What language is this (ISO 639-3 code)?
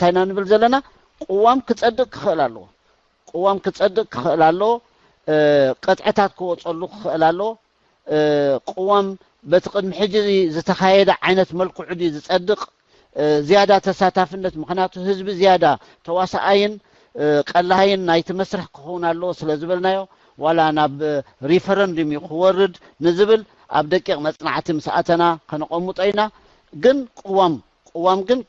tir